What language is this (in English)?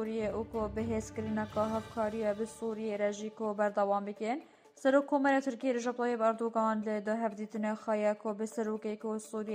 Kurdish